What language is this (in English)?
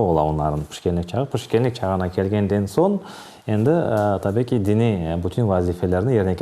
Crimean Tatar